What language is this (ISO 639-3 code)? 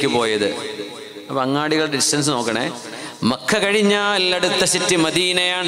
mal